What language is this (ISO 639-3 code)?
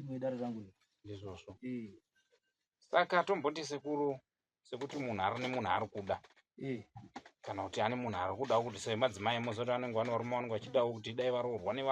sna